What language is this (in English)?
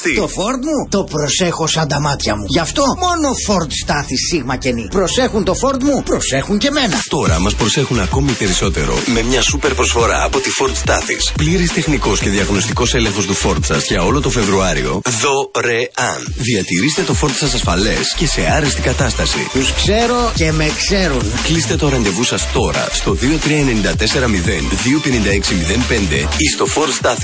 Greek